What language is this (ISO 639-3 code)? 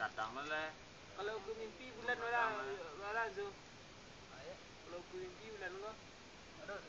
min